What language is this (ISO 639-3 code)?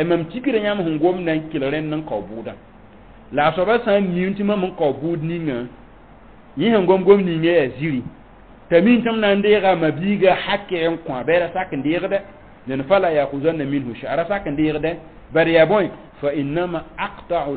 mos